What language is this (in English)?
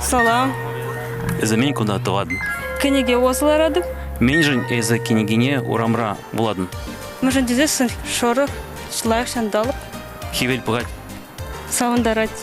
Chuvash